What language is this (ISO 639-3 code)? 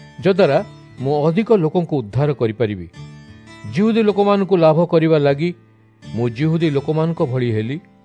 ori